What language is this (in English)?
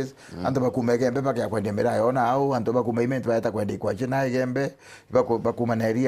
Meru